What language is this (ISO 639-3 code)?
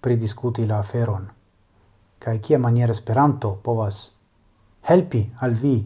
epo